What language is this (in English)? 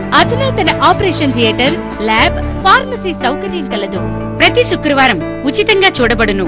Telugu